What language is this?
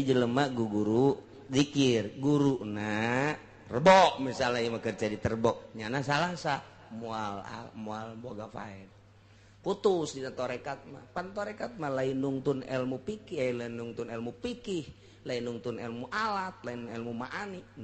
Sundanese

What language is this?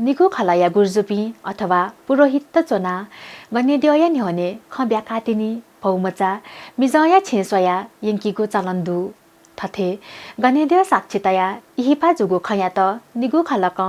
Newari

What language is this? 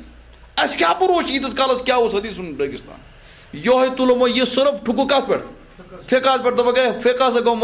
Kashmiri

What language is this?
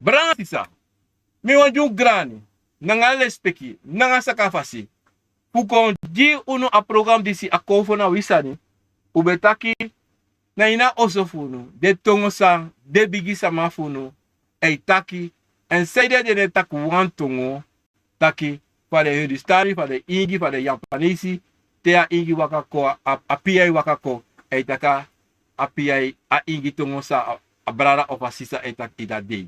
Sranan Tongo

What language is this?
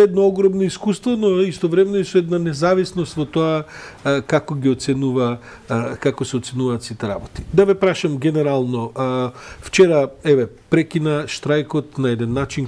Macedonian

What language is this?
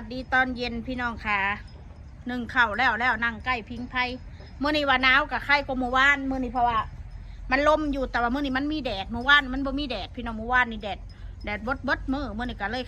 Northeastern Thai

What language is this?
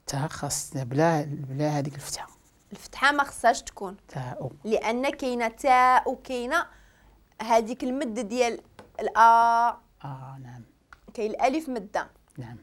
Moroccan Arabic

